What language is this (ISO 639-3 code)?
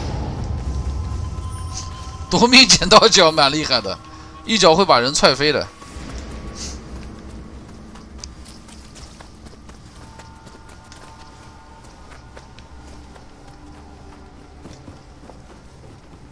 zho